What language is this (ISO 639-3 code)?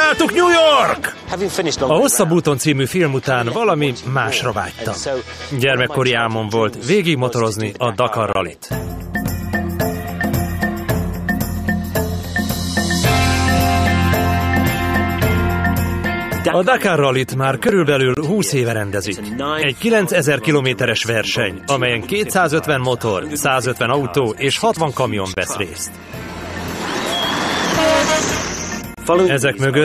hun